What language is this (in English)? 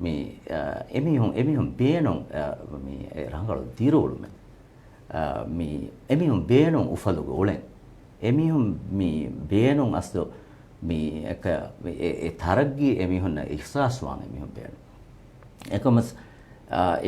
Divehi